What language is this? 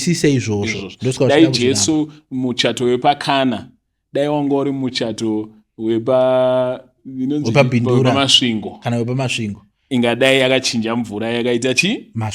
Shona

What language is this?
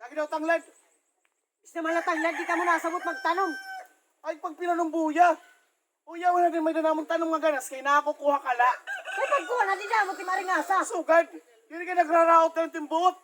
Waray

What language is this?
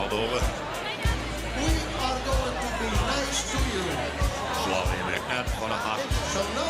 Western Frisian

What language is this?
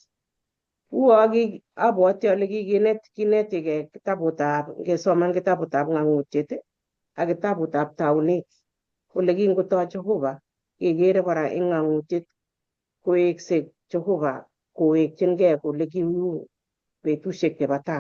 Kalenjin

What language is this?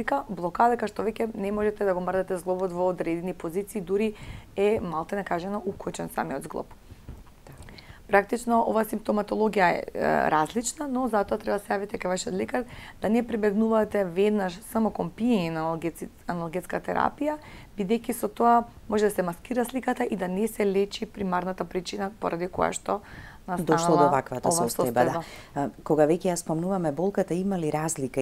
Macedonian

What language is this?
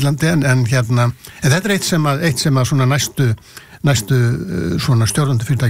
Icelandic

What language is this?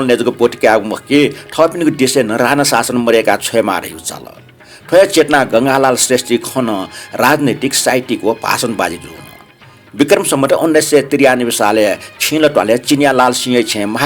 Newari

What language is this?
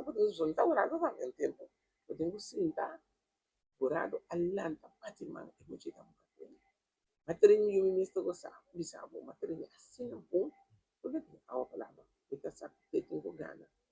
Papiamento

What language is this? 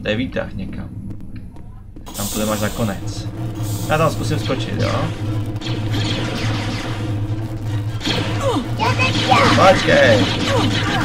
Czech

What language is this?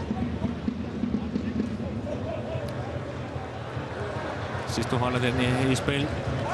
Danish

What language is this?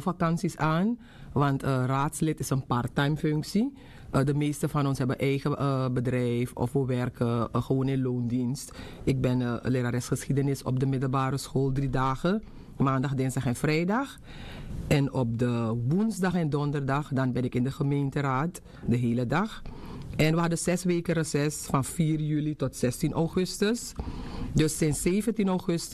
Dutch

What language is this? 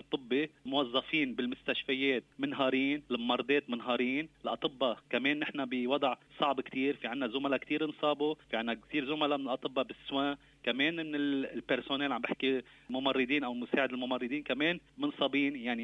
North Levantine Arabic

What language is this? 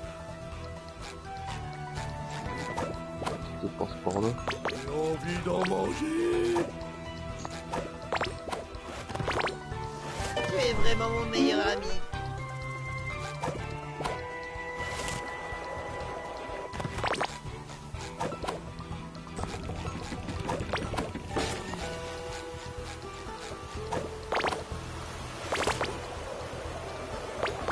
French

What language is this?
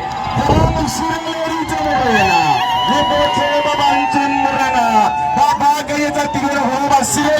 Tswana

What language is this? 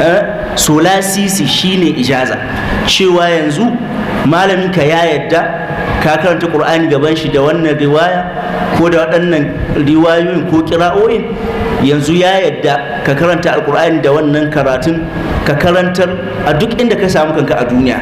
Hausa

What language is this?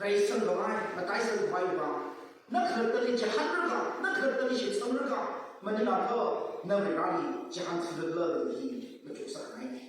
Tangkhul Naga (India)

